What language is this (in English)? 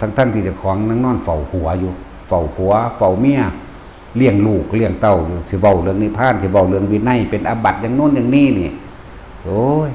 Northeastern Thai